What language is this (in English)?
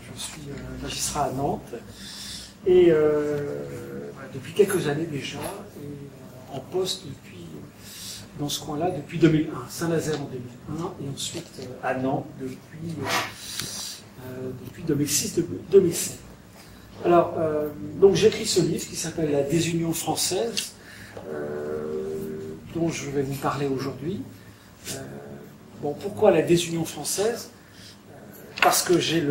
French